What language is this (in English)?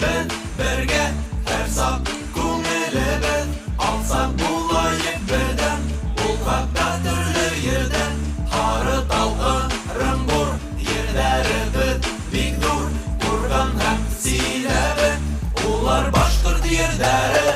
Bashkir